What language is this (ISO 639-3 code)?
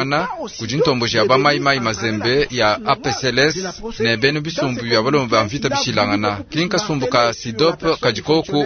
lua